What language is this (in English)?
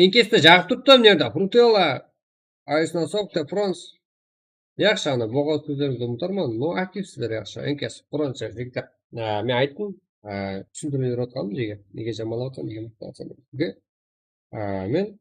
Kara-Kalpak